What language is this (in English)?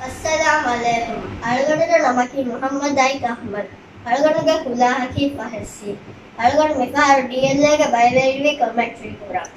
Divehi